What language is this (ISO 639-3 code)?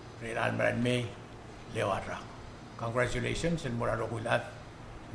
pau